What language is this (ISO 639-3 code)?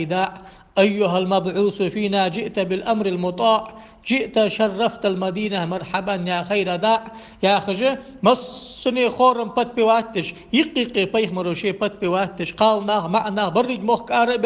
inh